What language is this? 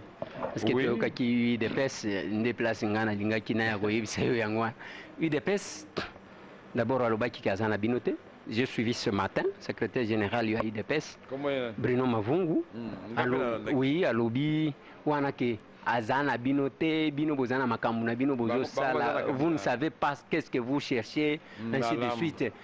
Lingala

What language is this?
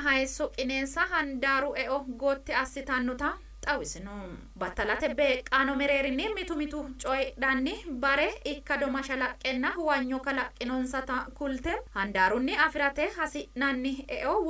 Sidamo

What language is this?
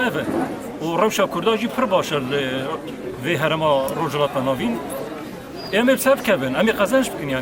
Kurdish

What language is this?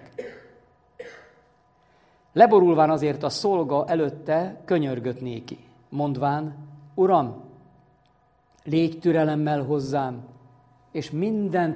Hungarian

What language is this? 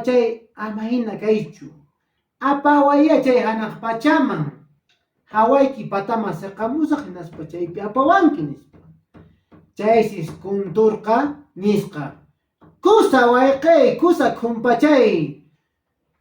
Quechua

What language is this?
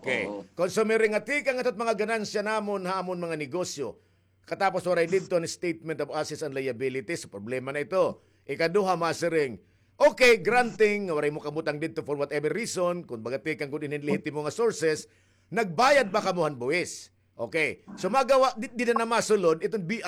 Waray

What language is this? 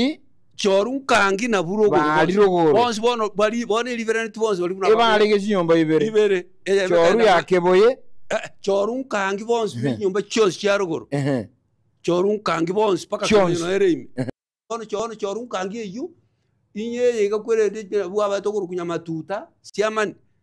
Gusii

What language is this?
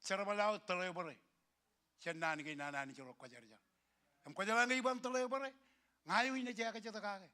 Marshallese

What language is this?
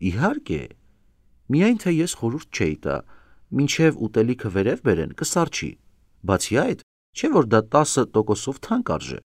Armenian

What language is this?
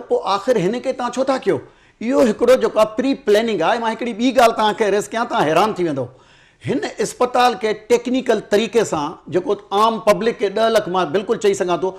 Sindhi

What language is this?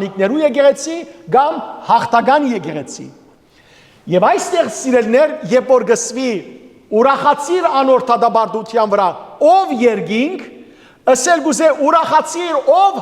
Western Armenian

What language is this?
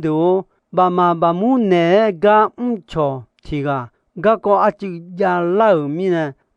Akha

